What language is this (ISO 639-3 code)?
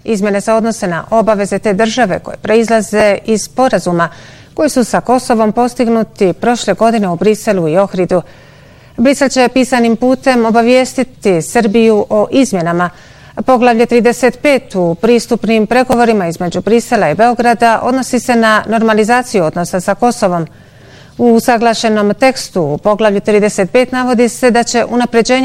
bos